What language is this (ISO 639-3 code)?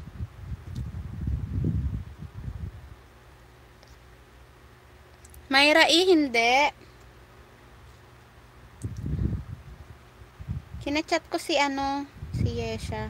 fil